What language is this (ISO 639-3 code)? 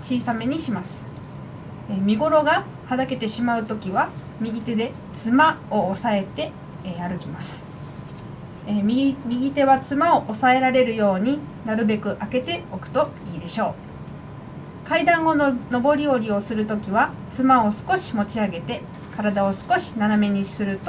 jpn